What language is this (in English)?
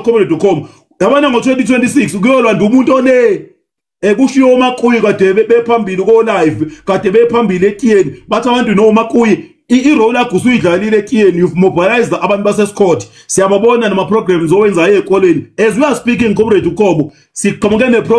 Zulu